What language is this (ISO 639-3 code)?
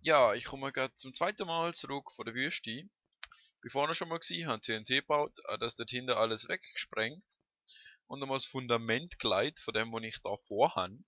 gsw